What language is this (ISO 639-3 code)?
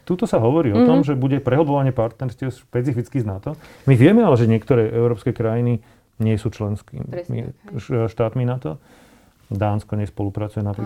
slk